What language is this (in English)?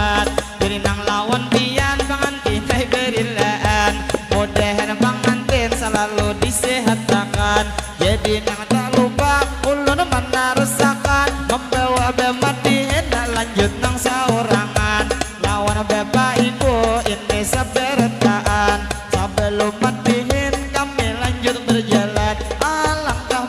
Banjar